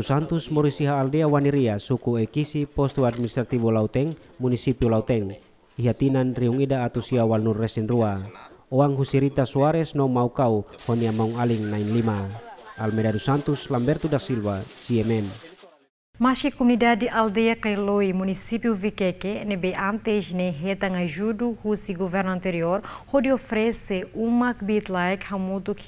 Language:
Tetum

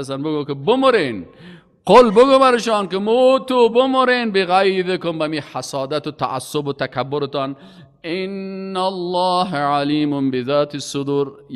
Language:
Persian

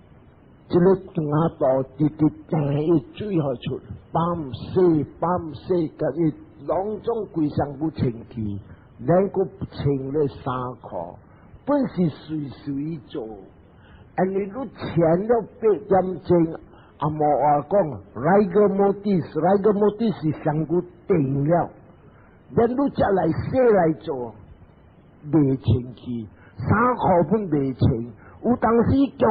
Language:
Min Nan Chinese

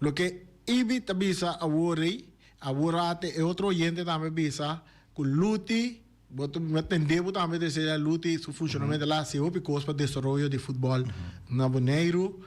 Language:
Papiamento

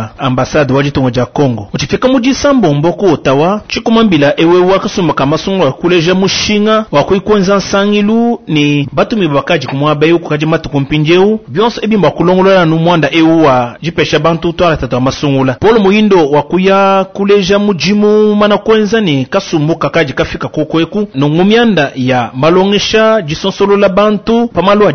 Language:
Luba-Lulua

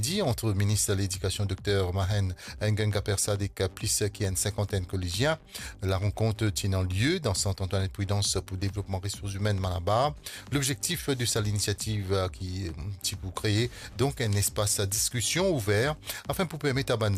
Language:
Morisyen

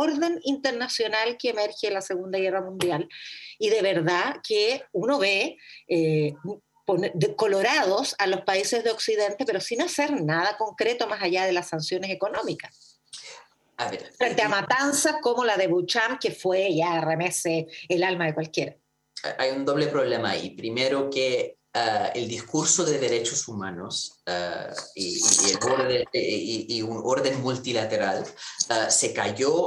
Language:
Spanish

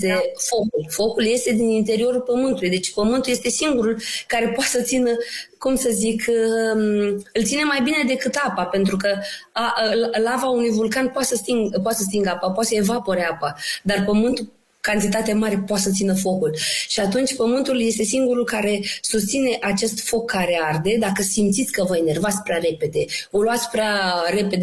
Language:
Romanian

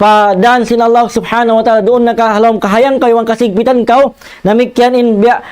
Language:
Tausug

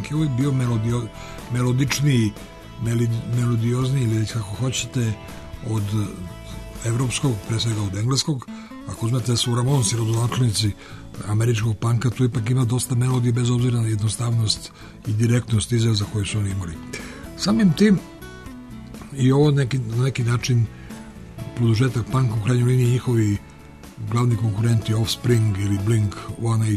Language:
Serbian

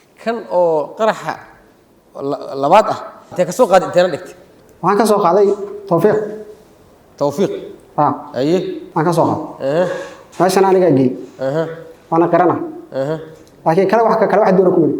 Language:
Somali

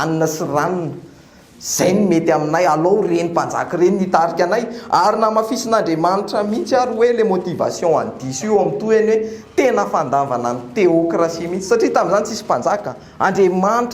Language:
Malagasy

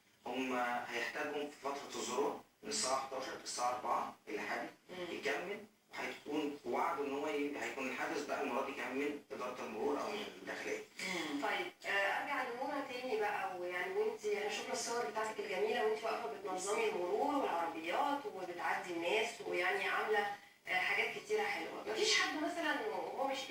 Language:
Egyptian Arabic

